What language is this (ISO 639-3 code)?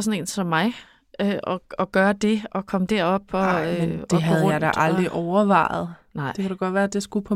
dan